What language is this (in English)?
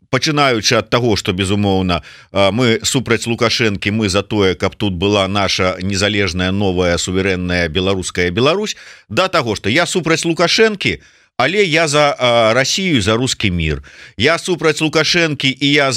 Belarusian